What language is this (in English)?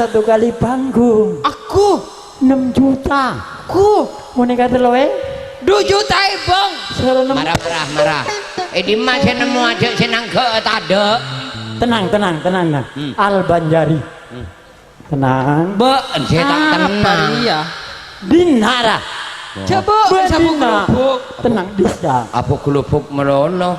Madurese